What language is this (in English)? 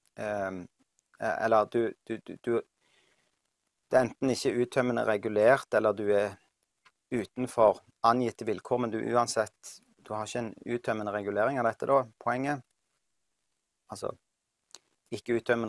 Norwegian